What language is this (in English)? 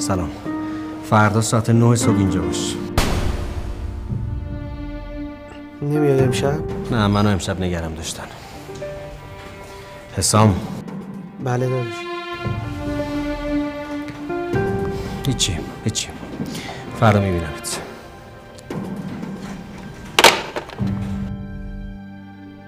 Persian